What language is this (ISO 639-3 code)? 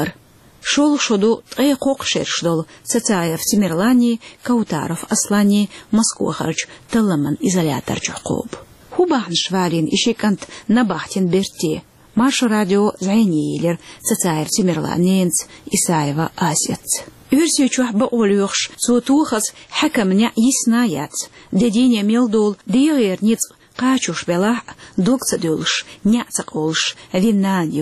che